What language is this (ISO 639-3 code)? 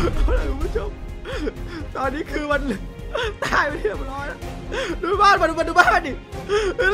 tha